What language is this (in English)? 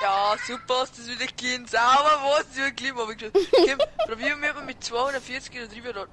Bavarian